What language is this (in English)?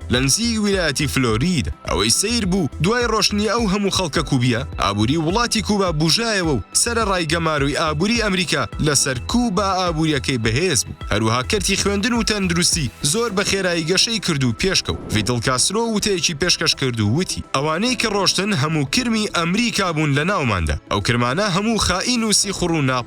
Central Kurdish